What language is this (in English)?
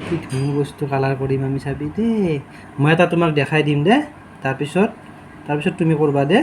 Assamese